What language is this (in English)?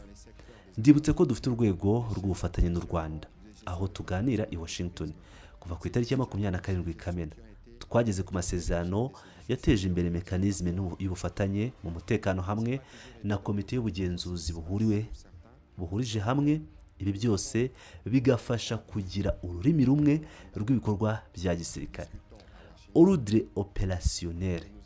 Kinyarwanda